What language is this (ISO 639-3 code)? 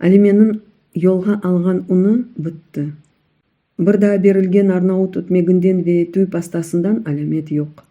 crh